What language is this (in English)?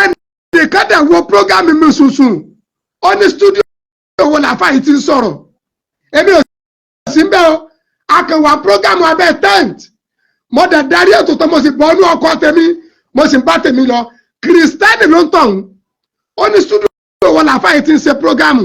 Yoruba